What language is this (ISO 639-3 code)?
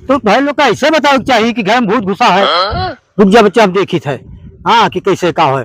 awa